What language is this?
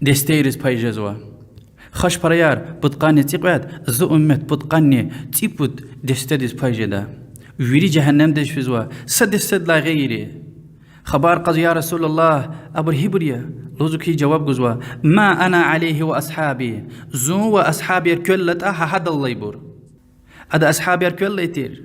Lezghian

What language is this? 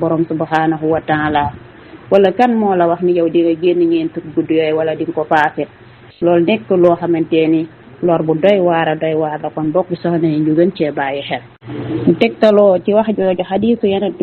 Wolof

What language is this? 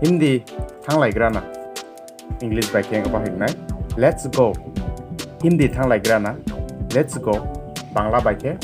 Kok Borok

